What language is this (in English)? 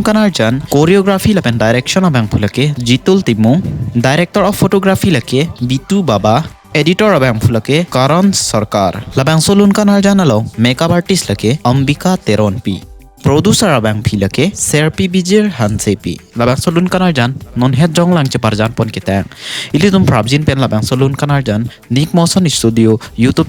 Karbi